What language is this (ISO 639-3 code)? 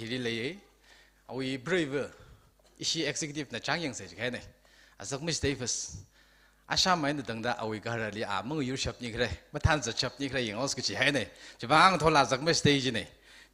nmf